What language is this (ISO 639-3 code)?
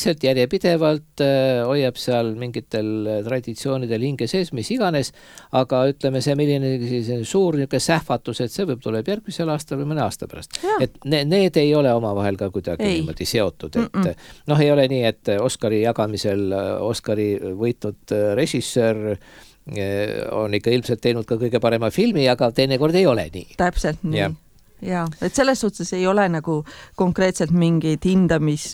est